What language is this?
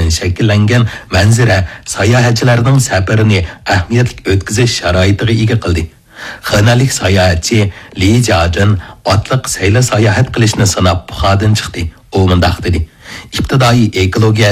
Uyghur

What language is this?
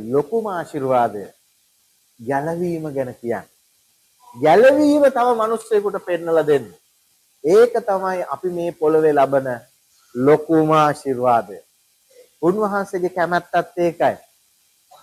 Sinhala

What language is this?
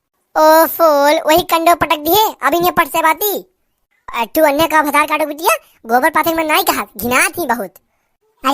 Awadhi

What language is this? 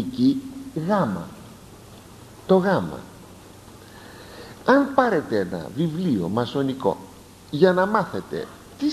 Greek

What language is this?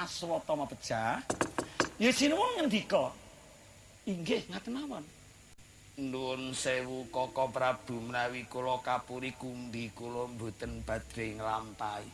Javanese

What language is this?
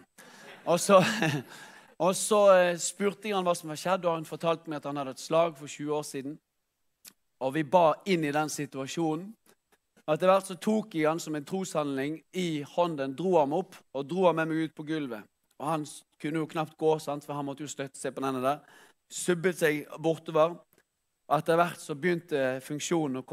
Norwegian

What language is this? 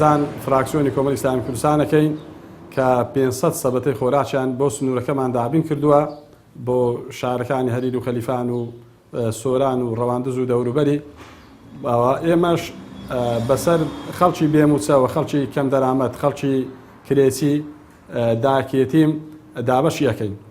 Central Kurdish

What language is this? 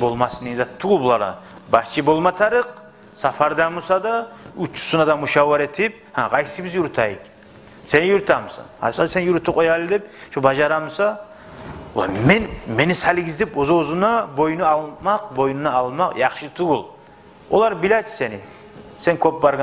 Kumyk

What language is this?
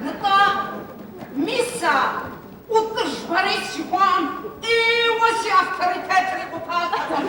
Kabardian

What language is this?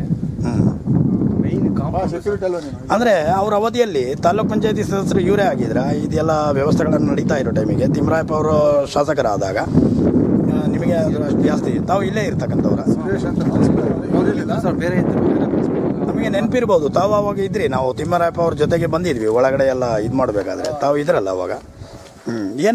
Kannada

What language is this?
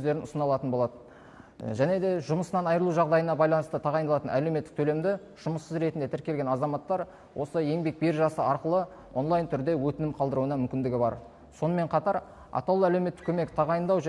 Kazakh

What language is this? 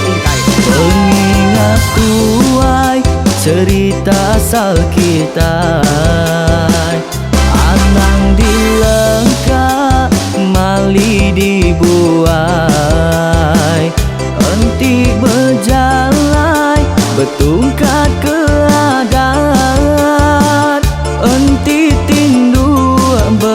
Iban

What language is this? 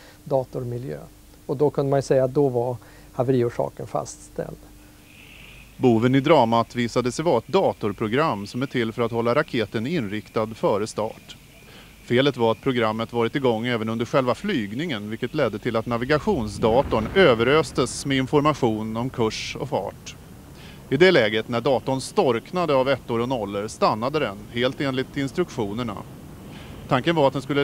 Swedish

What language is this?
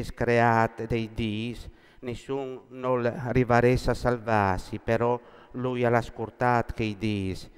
Friulian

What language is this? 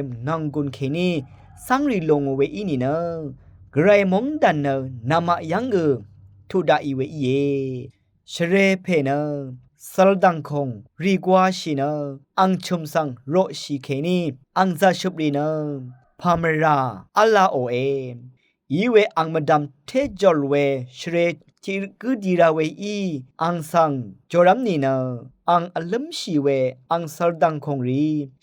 Rawang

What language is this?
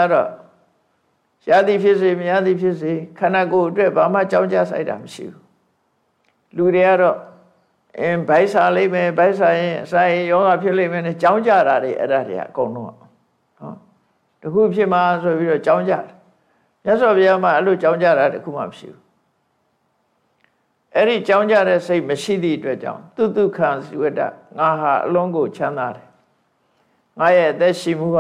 Burmese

